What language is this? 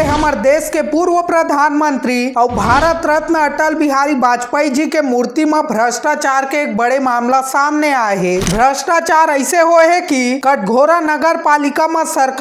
Chhattisgarhi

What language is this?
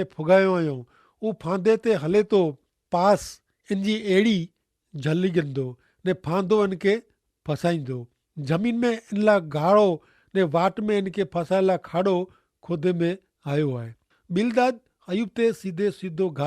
Kachhi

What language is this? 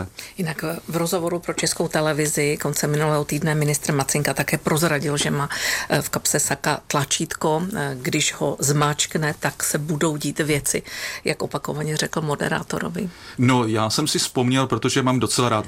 Czech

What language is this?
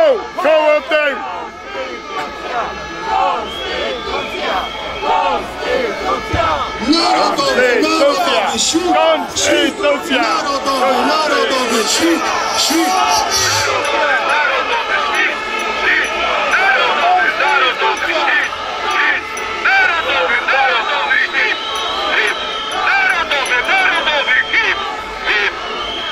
Polish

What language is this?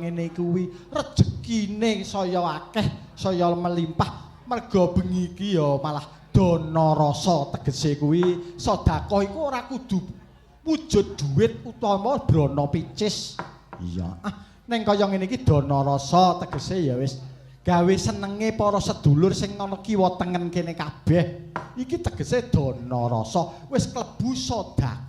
Javanese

